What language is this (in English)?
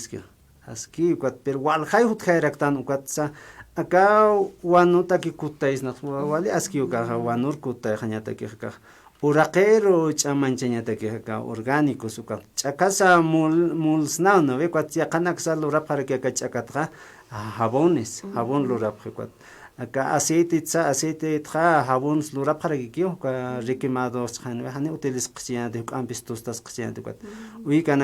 Aymara